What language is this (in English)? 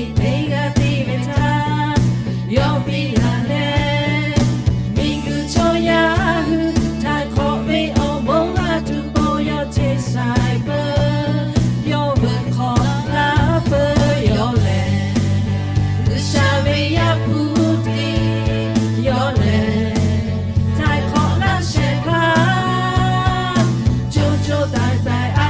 Lahu